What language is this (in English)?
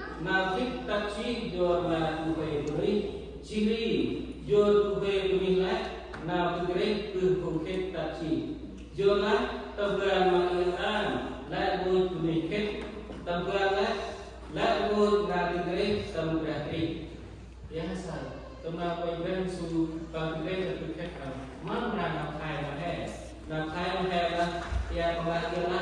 Central Mnong